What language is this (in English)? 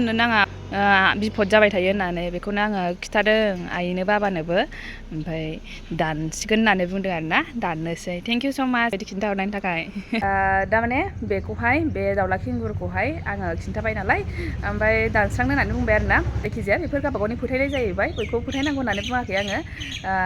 Bodo